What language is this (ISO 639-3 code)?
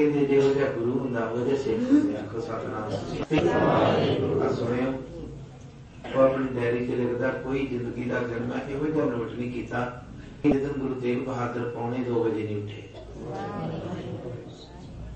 pan